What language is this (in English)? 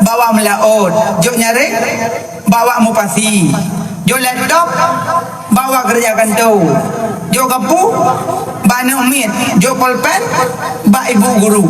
Achinese